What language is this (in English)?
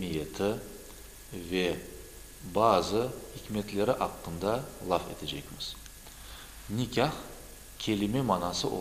Crimean Tatar